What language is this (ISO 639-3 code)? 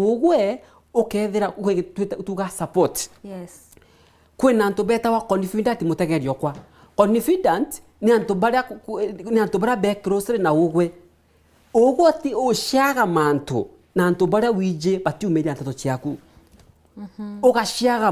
mer